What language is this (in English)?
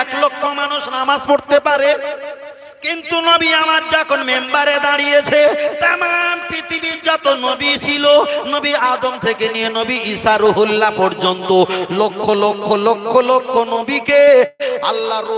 Bangla